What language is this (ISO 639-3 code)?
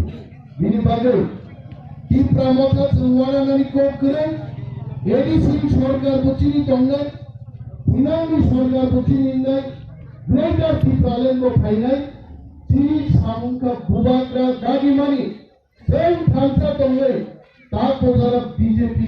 trp